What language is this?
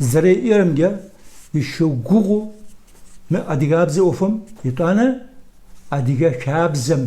Kabardian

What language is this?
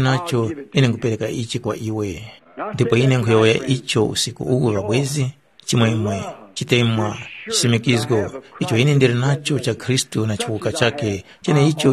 Tumbuka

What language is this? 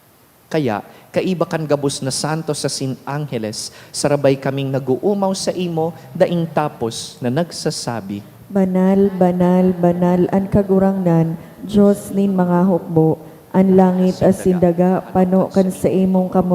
Bikol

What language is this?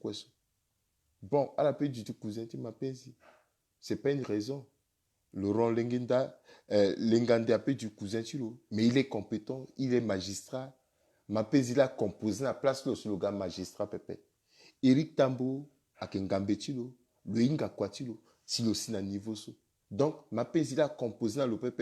Sango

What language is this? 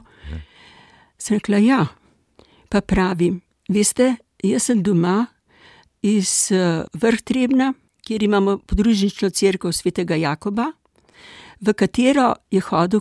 Slovenian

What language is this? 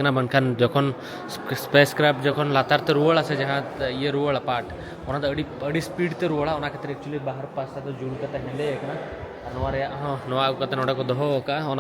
Santali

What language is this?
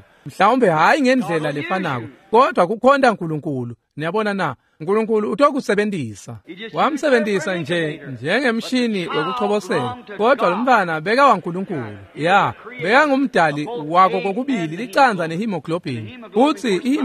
Swati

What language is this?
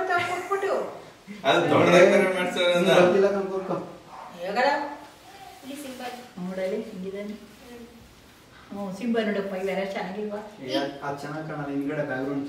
Kannada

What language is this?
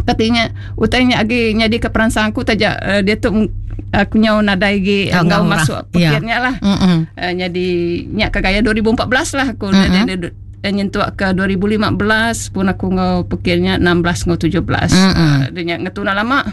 Iban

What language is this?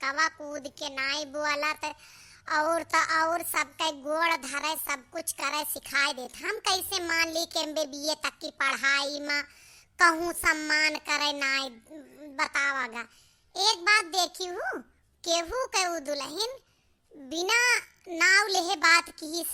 Awadhi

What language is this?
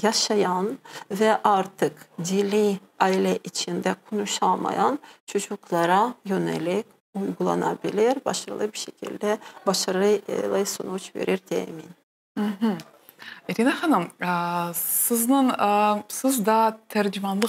Crimean Tatar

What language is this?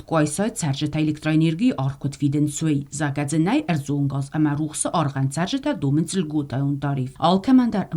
Ossetic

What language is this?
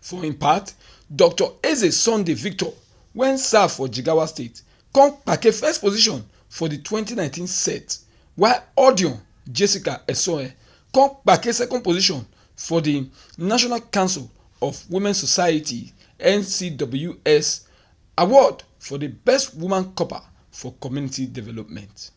Nigerian Pidgin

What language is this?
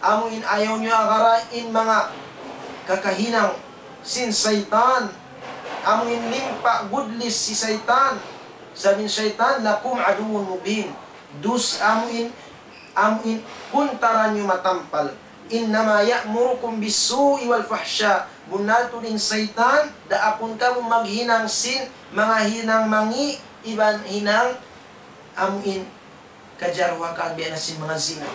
Tausug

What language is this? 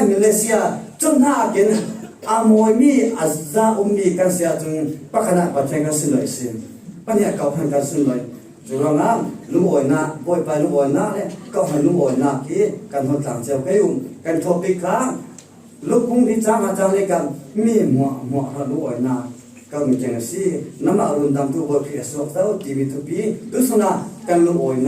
Falam Chin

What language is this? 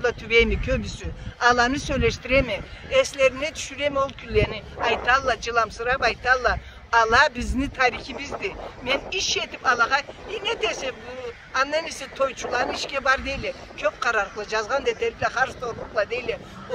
Karachay-Balkar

